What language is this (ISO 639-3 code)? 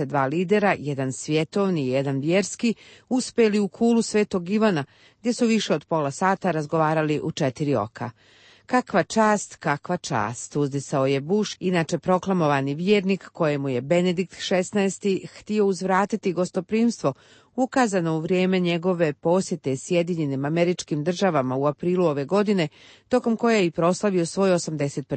srp